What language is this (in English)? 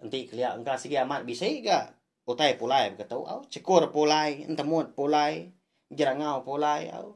Iban